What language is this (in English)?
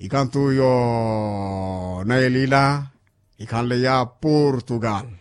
Makhuwa